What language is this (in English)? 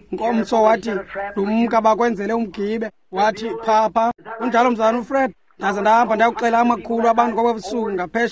Xhosa